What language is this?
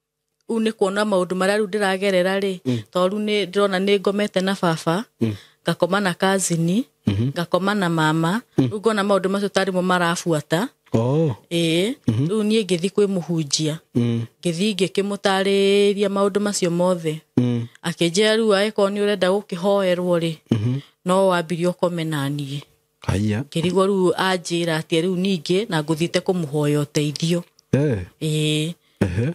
Kikuyu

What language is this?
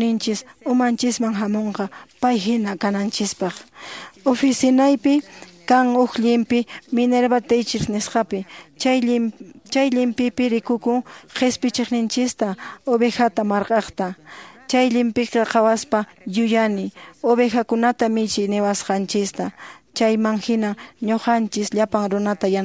Quechua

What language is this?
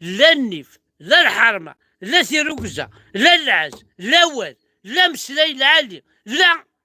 Kabyle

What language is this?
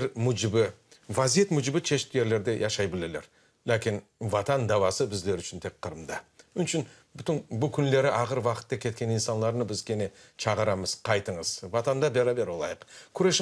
Crimean Tatar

